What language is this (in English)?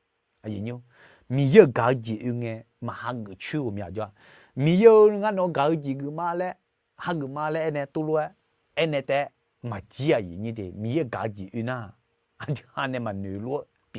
Akha